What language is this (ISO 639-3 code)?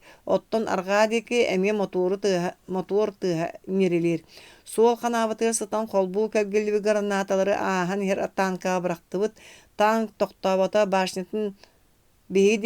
sah